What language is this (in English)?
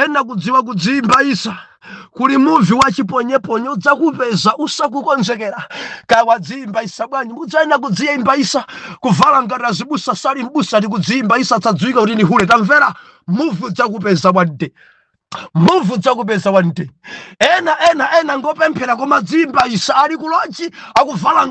Nyanja